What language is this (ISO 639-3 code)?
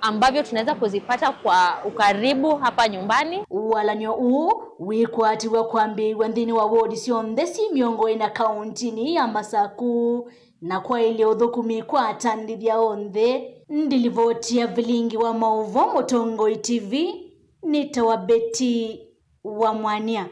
kam